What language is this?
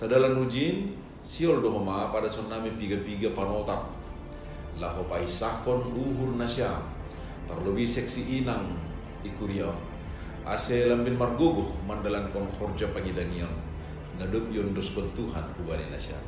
Batak Simalungun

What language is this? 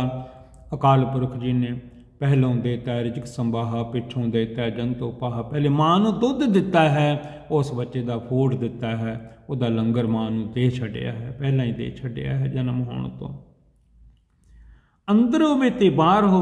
Punjabi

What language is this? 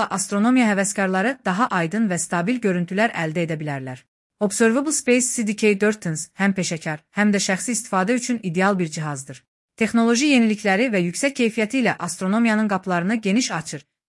Azerbaijani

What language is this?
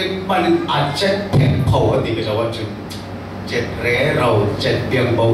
Falam Chin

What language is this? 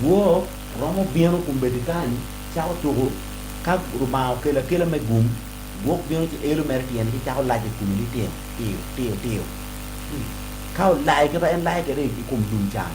Acoli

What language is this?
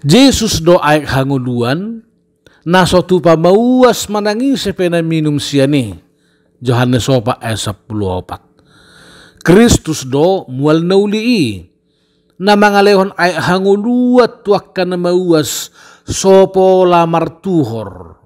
Batak Toba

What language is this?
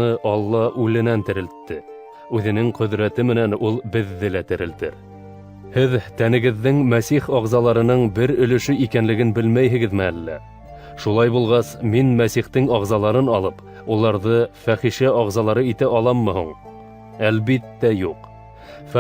Bashkir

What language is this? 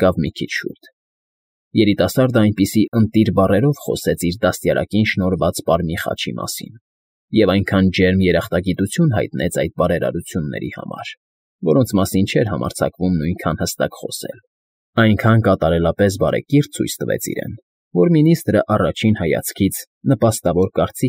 Armenian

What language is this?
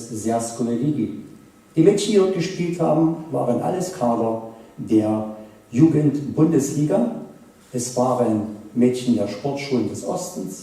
Upper Sorbian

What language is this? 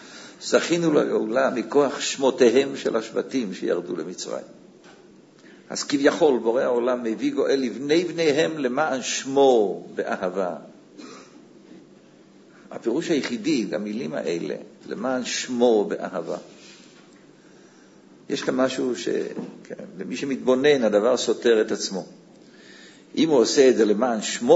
Hebrew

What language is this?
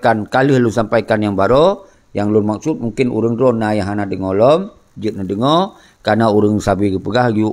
Achinese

